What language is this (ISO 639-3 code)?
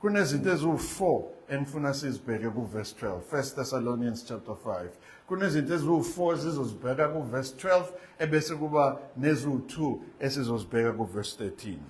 zul